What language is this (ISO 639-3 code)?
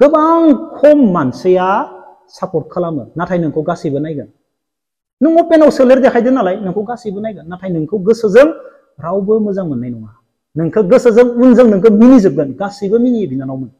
brx